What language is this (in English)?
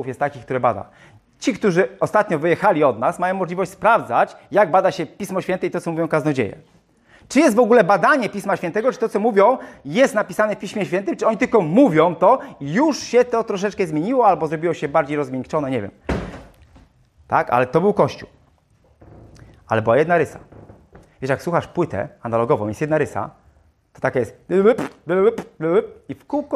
Polish